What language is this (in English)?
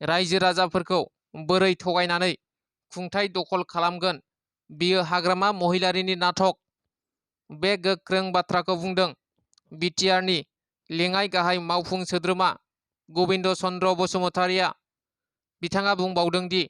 Bodo